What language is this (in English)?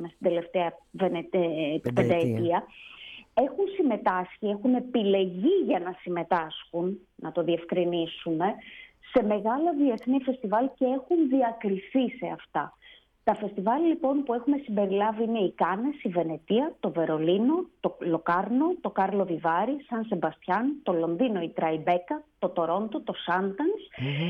Greek